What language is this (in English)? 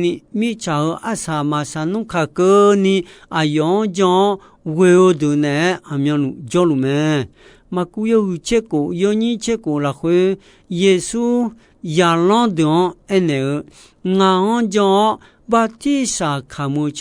Akha